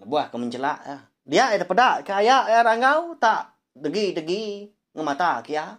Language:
Iban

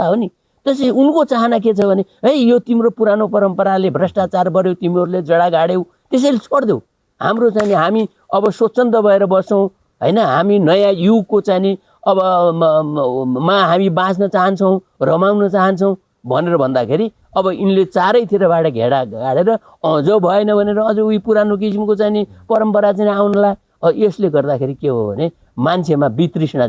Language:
Nepali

